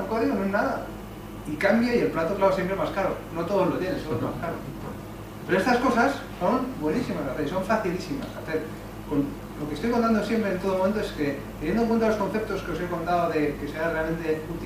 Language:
Spanish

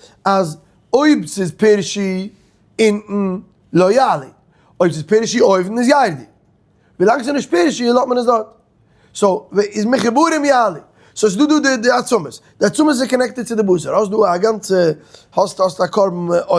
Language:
Yiddish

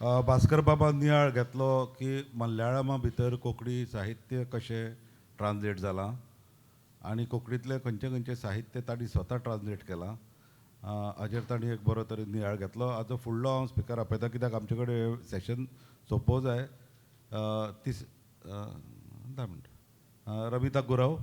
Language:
Konkani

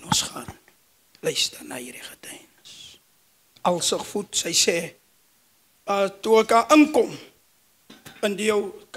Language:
Afrikaans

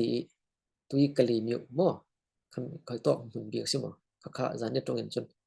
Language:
Falam Chin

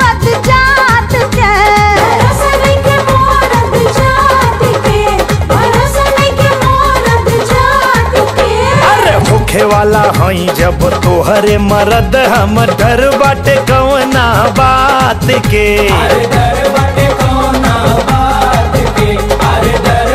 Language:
Bhojpuri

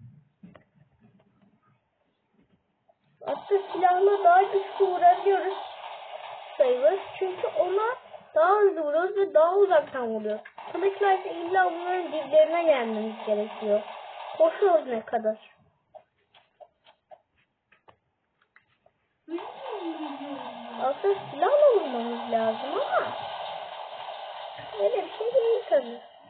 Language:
Turkish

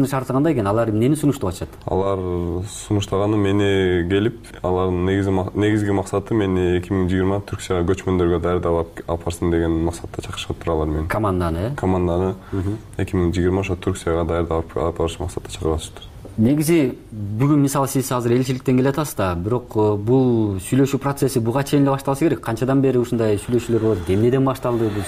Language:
Kyrgyz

